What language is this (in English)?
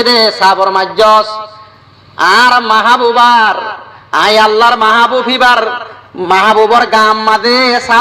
Rohingya